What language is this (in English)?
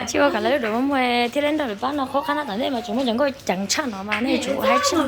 Hmong